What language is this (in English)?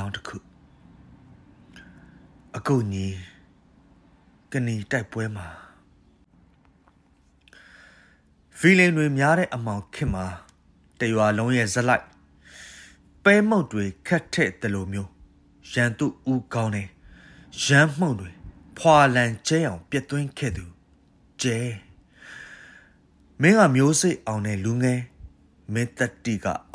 Burmese